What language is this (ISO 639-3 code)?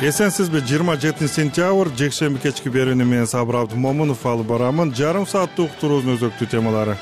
kir